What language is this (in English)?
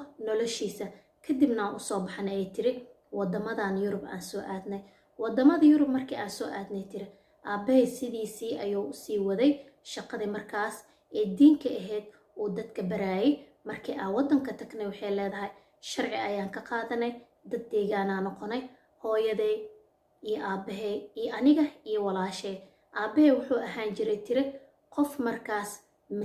Somali